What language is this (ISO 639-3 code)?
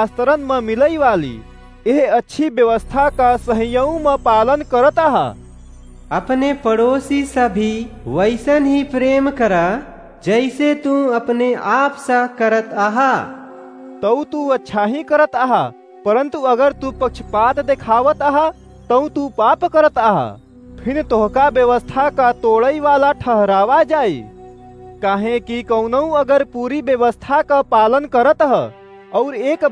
awa